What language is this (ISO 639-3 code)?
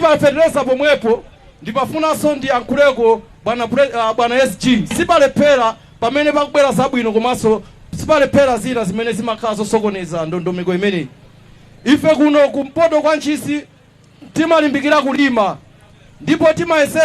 nya